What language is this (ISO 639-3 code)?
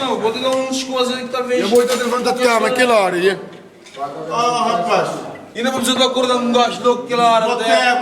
kea